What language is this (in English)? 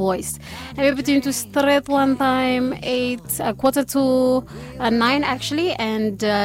Bislama